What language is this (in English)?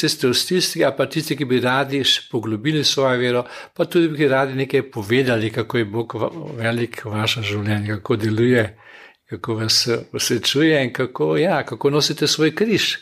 Slovenian